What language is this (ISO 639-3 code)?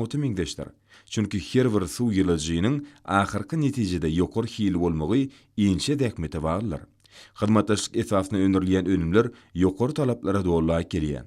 tuk